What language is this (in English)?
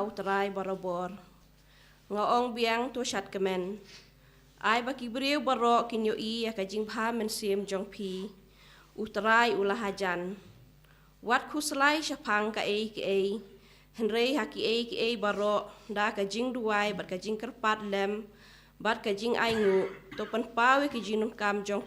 Khasi